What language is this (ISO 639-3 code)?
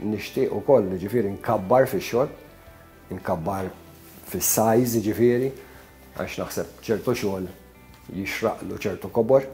mlt